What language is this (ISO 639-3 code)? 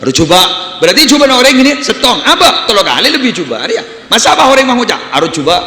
mad